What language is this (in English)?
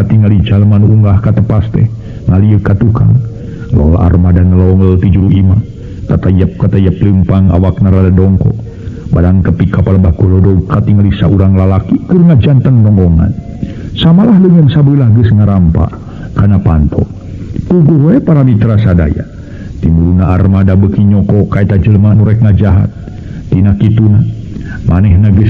Sundanese